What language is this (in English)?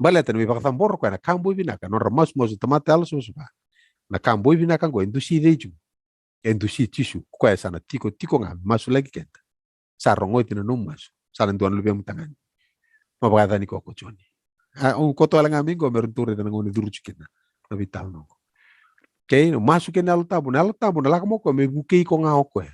Fijian